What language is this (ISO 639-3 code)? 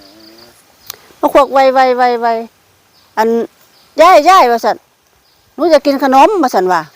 tts